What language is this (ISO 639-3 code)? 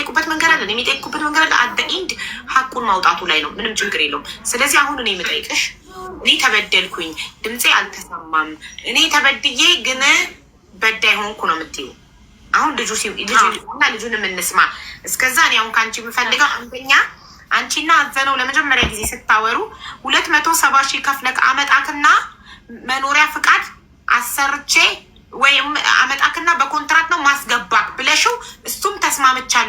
amh